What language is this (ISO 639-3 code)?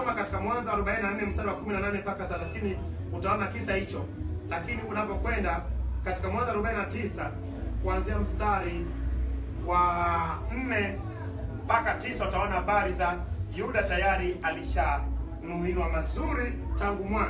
swa